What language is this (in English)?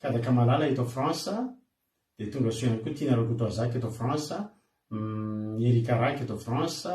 Malagasy